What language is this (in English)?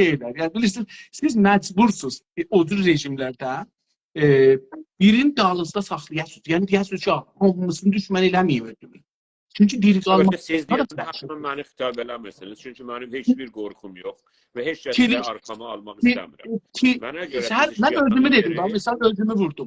South Azerbaijani